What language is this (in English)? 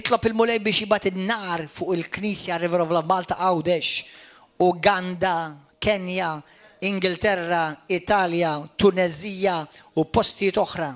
Maltese